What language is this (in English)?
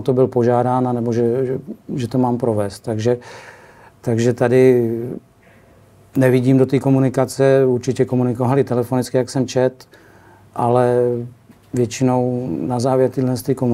Czech